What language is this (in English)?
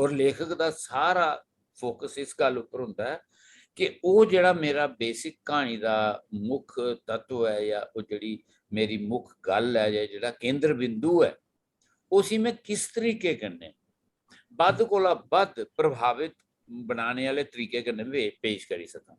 Dogri